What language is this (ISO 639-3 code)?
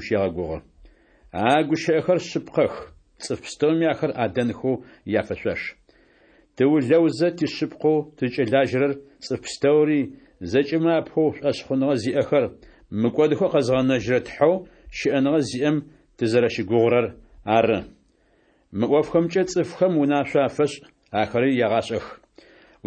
ady